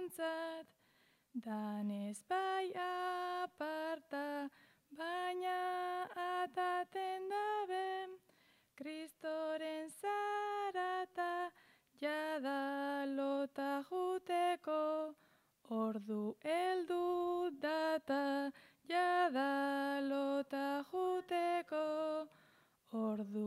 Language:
Basque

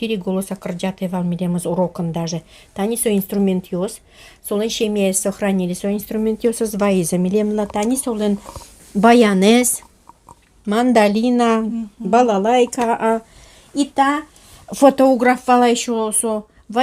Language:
Udmurt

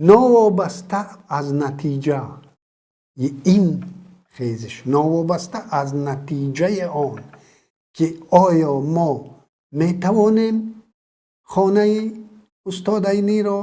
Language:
Tajik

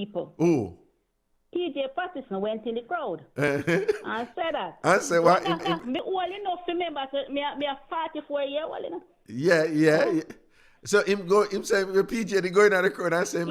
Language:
Jamaican Creole English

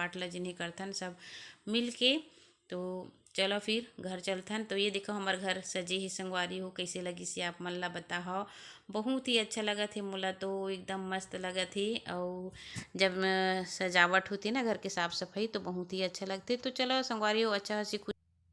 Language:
Chhattisgarhi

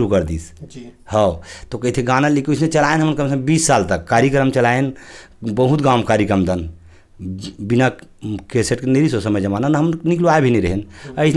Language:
Chhattisgarhi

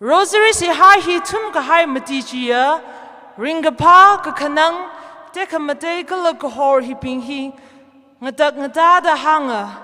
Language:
Tangkhul Naga (India)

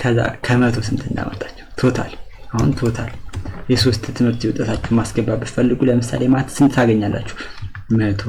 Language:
Amharic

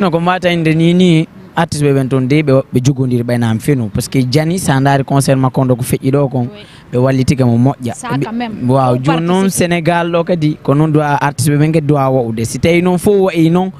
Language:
Fula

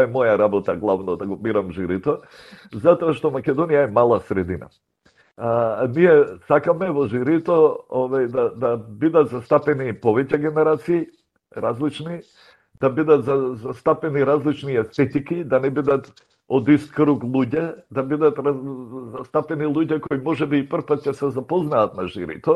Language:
Macedonian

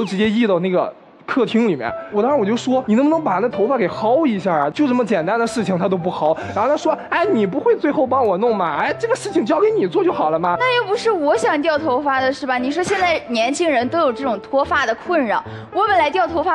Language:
Chinese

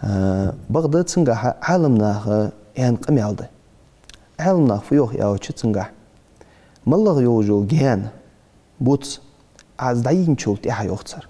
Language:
Ingush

